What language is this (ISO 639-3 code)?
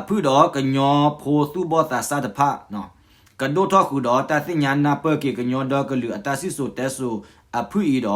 ksw